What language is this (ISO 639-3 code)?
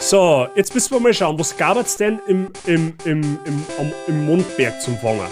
bar